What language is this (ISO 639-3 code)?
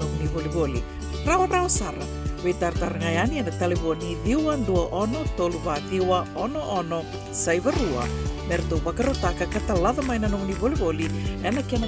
fij